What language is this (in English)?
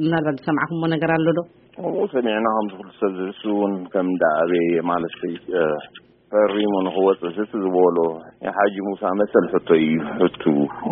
Tigrinya